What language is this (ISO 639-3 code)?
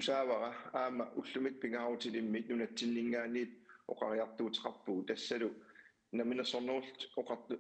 kal